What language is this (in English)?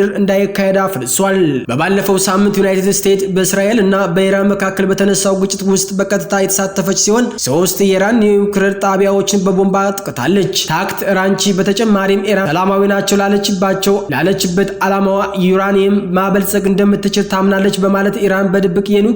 Amharic